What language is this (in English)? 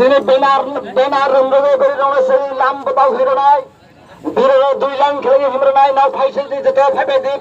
Kok Borok